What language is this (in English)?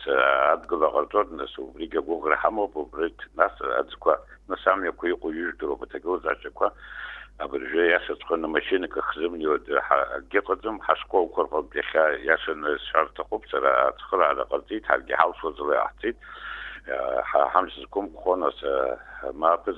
Abkhazian